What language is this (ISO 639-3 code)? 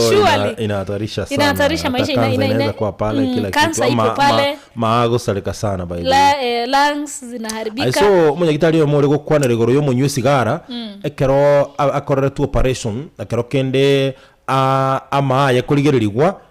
guz